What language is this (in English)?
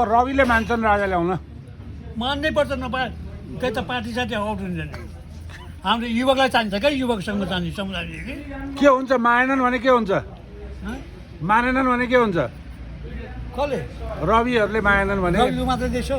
Nepali